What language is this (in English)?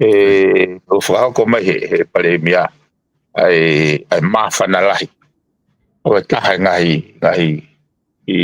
Tongan